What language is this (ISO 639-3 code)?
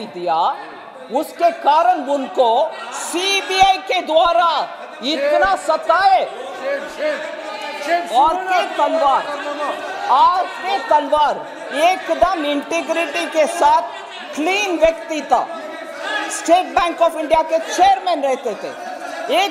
hin